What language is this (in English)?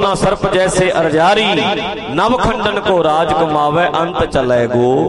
Punjabi